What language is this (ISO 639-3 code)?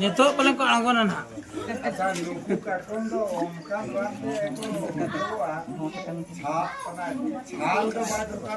sat